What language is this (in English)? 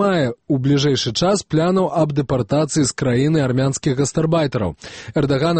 Belarusian